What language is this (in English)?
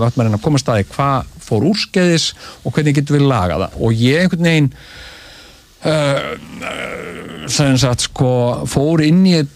Icelandic